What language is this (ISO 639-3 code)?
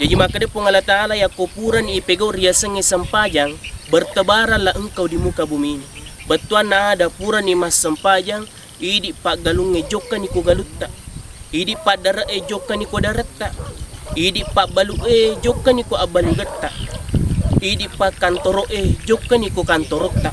bug